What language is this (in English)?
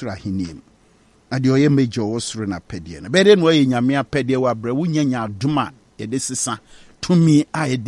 Akan